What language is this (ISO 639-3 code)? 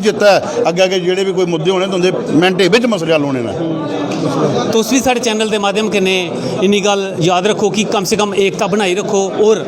doi